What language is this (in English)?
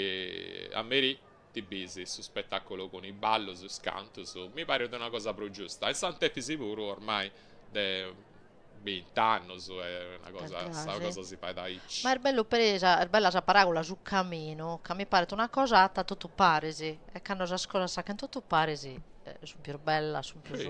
Sardinian